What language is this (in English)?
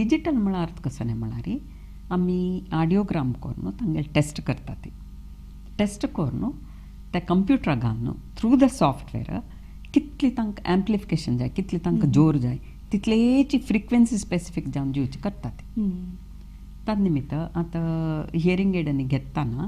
Konkani